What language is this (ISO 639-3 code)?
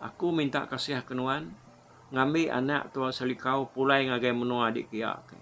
iba